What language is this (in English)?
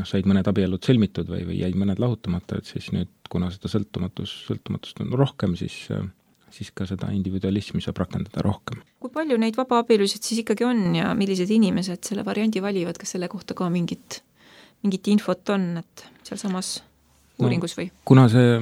Estonian